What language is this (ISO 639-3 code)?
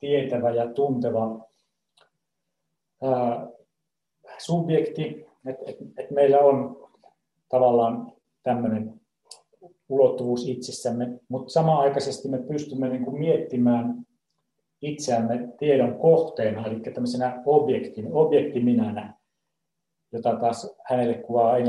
fin